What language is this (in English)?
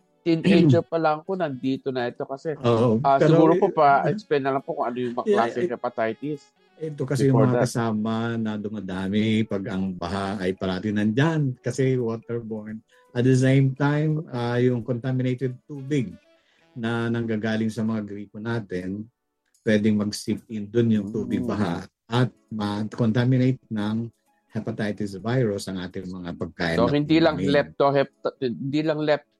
Filipino